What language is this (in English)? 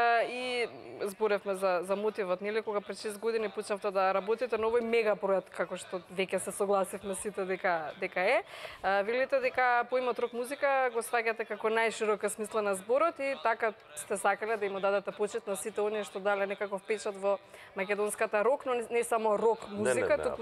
Macedonian